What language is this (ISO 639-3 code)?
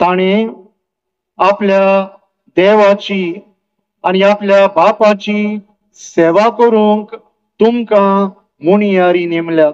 kok